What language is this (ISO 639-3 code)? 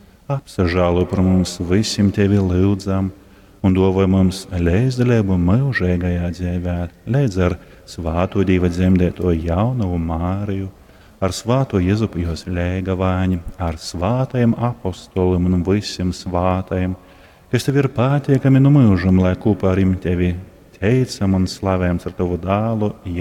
ltg